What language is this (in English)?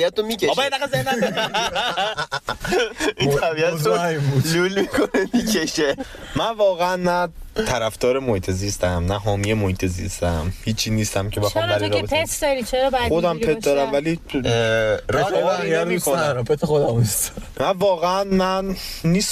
Persian